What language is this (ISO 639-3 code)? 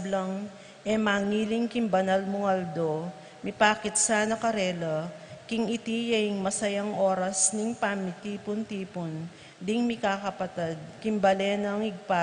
pam